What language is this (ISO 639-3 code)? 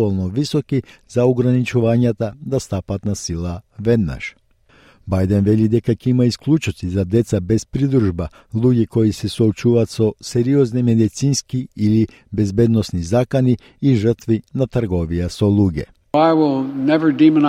mkd